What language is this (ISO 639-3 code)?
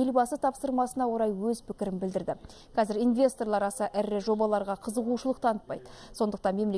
kaz